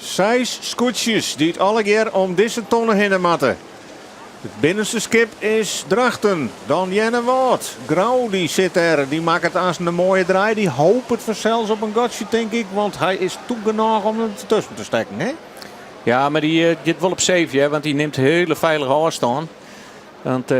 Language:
Western Frisian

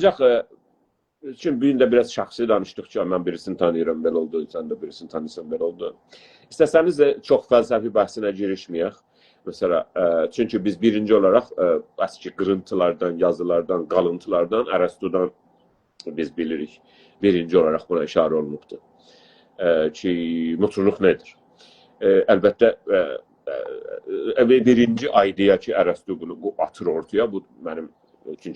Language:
South Azerbaijani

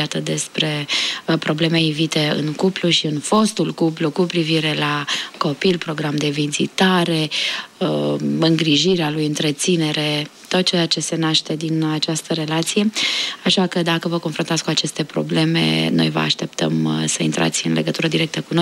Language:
Romanian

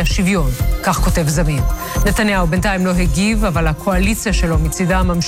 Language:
Hebrew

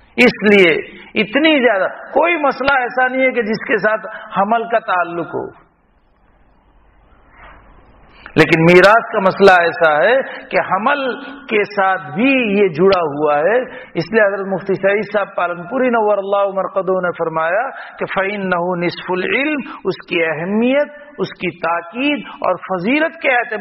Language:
Urdu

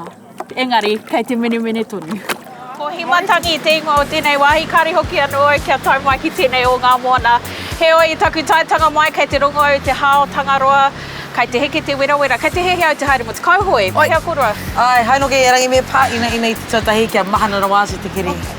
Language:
Māori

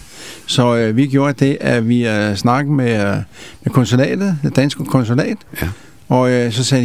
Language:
Danish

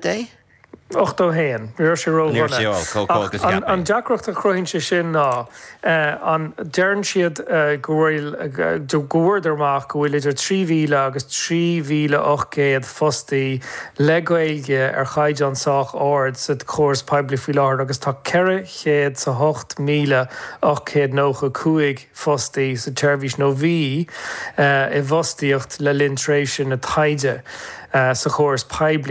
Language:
Irish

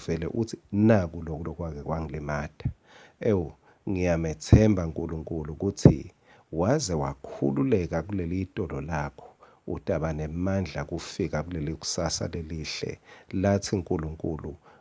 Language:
Swati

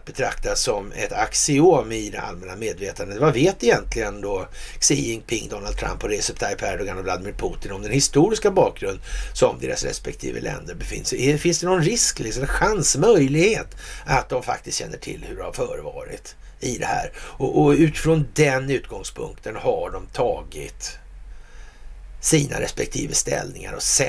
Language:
Swedish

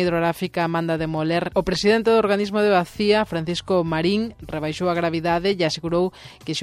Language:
Galician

